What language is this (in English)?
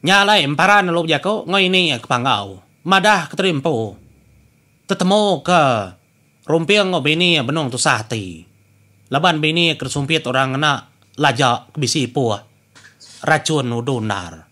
Iban